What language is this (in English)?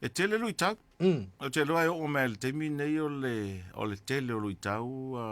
Samoan